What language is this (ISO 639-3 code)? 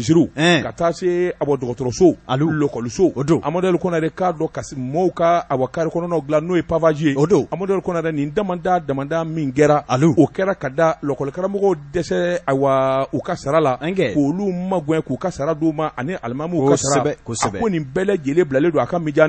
bam